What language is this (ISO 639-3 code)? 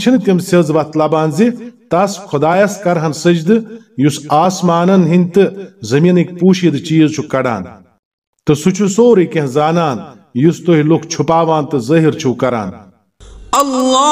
kas